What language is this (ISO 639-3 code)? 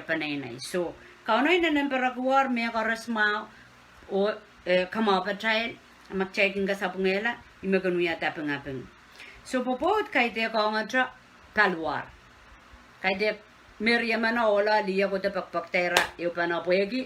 pon